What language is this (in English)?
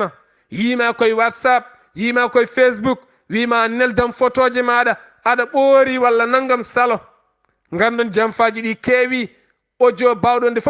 Fula